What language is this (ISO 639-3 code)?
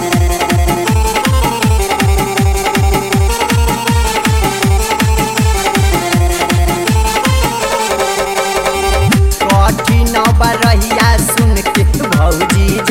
bho